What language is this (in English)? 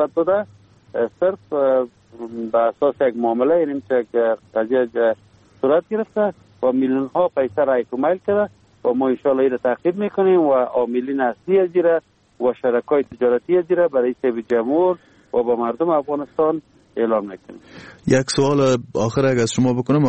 Persian